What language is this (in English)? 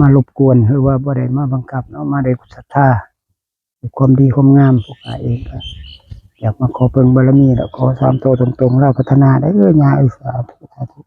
Northeastern Thai